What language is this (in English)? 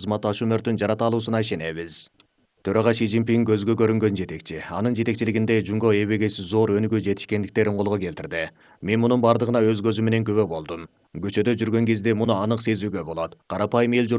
Kyrgyz